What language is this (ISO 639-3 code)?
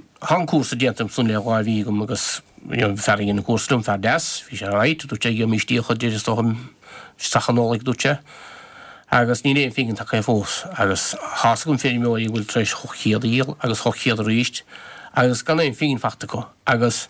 gle